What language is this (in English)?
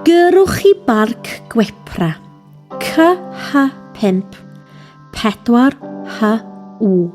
Welsh